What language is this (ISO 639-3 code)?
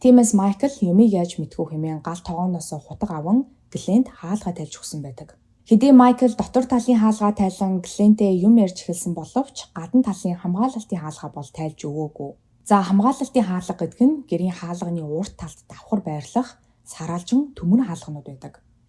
mon